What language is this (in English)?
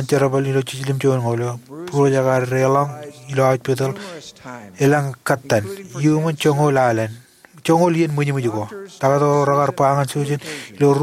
Marshallese